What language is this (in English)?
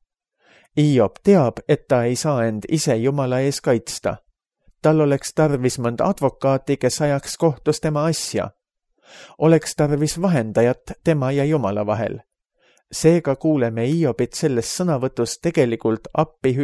Estonian